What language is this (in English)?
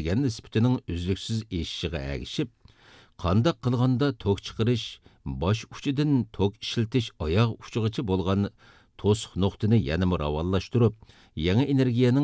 Uyghur